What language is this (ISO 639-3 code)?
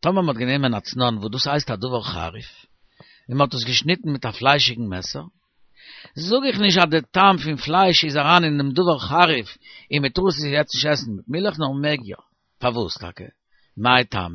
yid